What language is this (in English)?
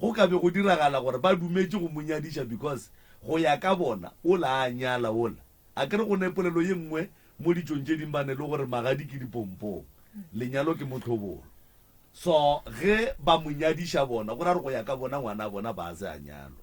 Northern Sotho